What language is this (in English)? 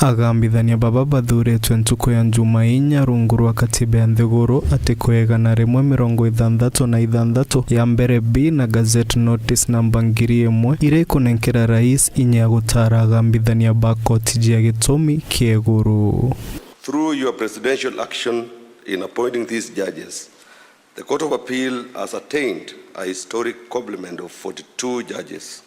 Meru